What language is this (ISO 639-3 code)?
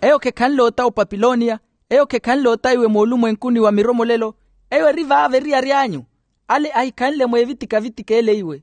vmw